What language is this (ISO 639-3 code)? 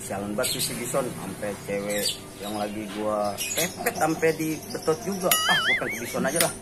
bew